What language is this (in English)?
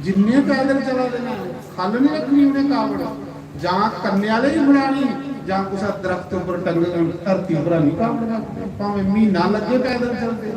Dogri